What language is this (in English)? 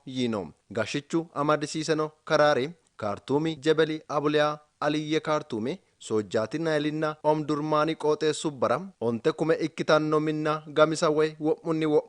Sidamo